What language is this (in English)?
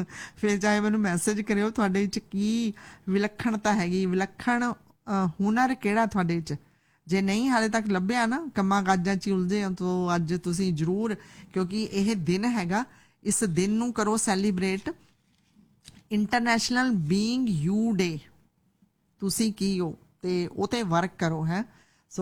Punjabi